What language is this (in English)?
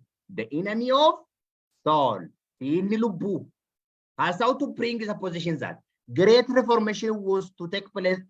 Oromo